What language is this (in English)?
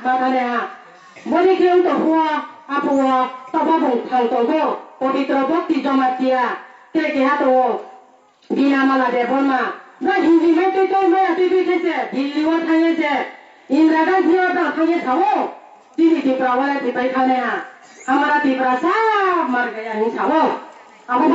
Kok Borok